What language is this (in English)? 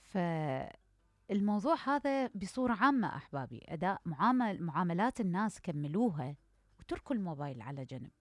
Mesopotamian Arabic